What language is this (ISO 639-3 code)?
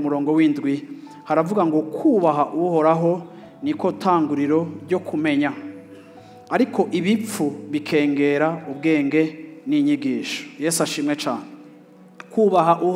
run